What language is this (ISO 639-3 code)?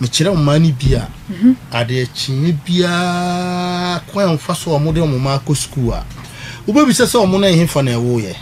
aka